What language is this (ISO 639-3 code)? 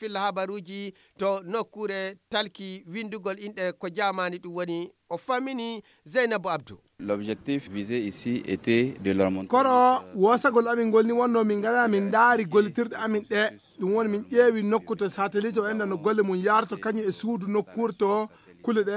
ful